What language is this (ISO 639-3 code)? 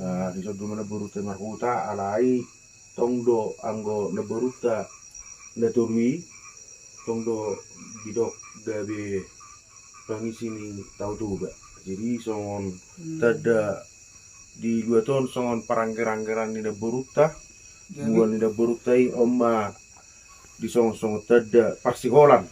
bbc